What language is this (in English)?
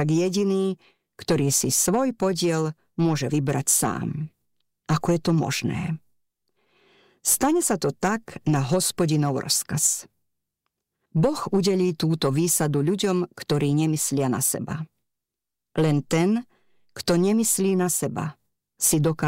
Slovak